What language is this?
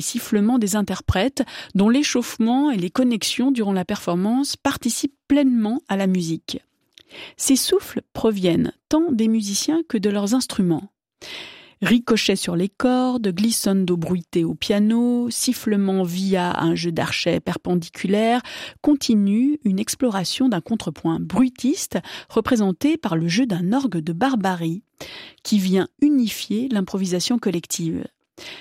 French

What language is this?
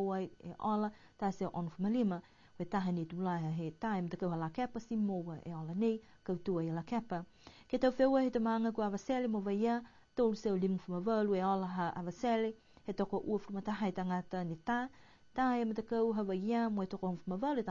Niuean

